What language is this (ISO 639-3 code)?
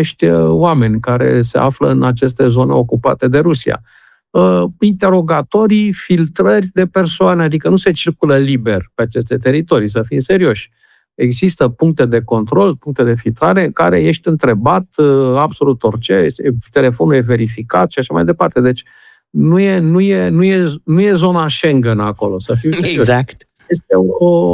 ron